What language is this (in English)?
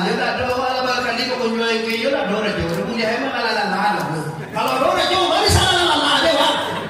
Minangkabau